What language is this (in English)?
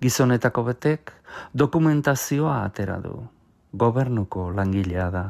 Basque